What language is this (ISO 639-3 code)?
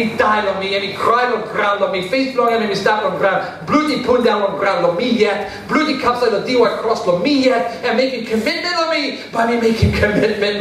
tpi